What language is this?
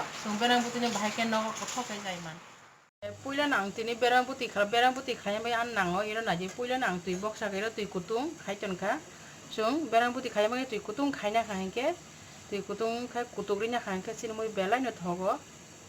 Kok Borok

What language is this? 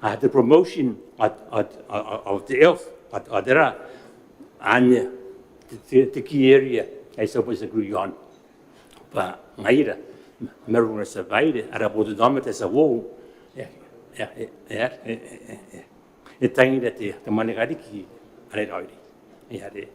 Gilbertese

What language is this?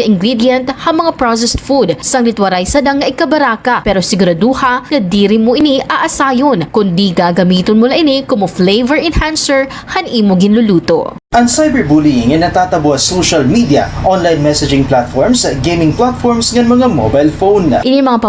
Waray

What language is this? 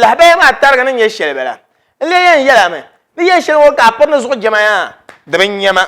Dagbani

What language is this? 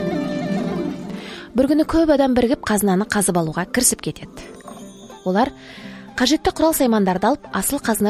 Kazakh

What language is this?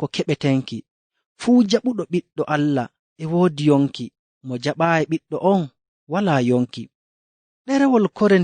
Nigerian Fulfulde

